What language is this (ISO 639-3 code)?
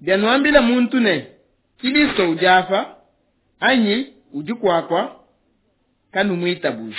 lua